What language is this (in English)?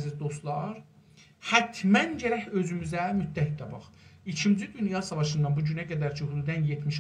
South Azerbaijani